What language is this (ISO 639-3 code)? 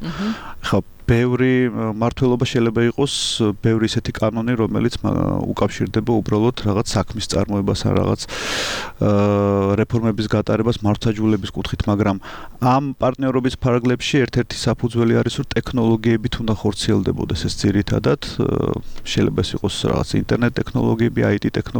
kat